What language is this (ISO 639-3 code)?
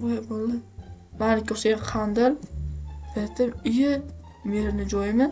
uzb